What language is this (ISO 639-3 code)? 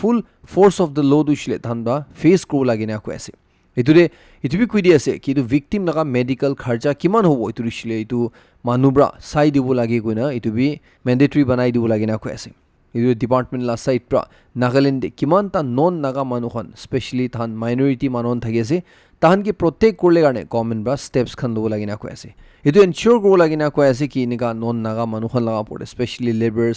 nag